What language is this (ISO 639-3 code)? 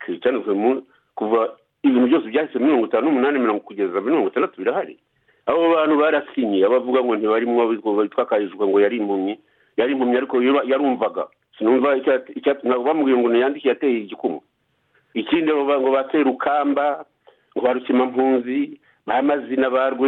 kin